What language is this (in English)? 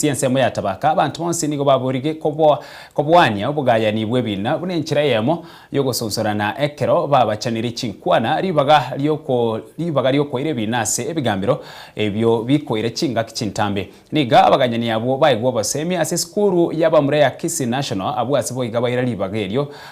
Gusii